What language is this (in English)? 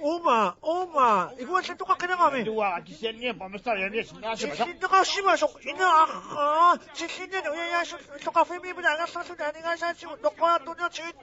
Kalaallisut